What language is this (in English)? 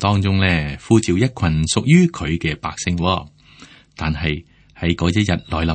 Cantonese